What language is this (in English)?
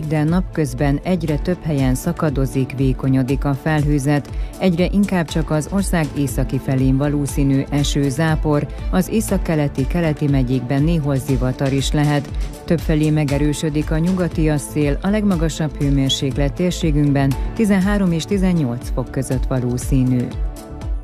Hungarian